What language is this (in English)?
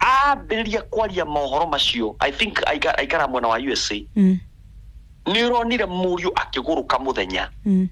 Kikuyu